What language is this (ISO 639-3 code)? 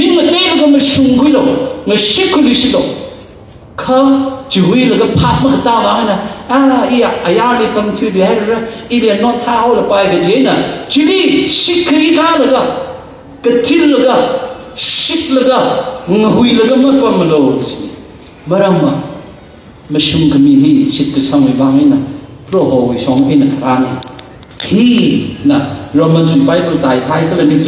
nmf